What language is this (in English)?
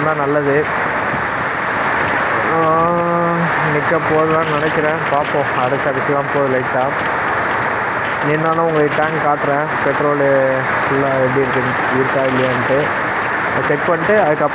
Tamil